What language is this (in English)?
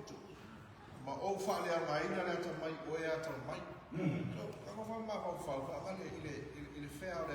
Samoan